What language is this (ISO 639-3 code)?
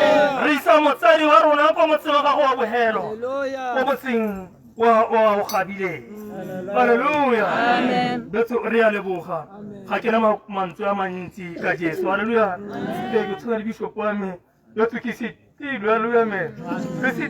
tsn